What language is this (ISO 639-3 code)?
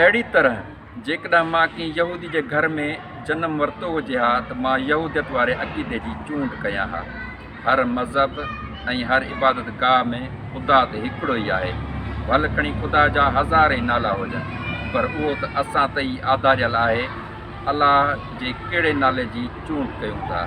snd